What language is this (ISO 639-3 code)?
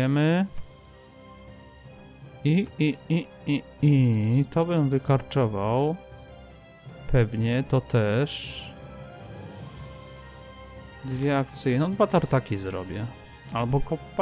pol